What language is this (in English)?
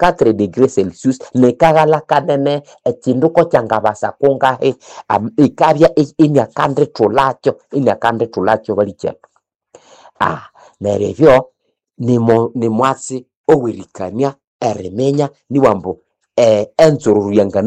Nande